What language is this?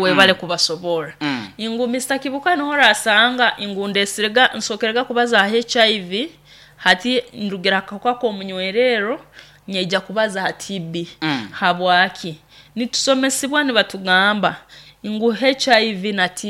Nyoro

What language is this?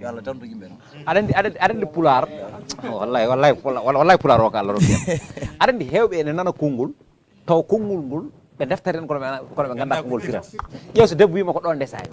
Fula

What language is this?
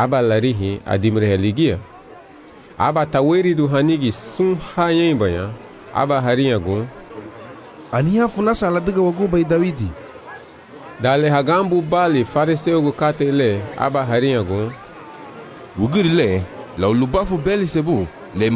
Garifuna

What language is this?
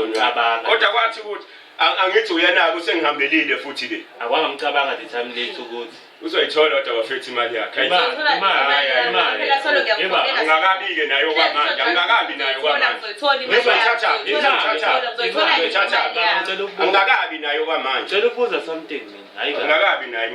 Zulu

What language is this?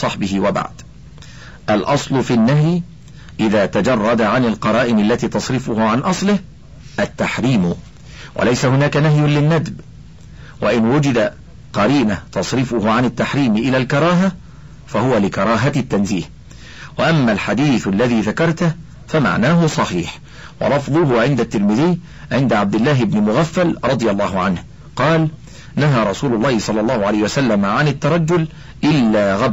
Arabic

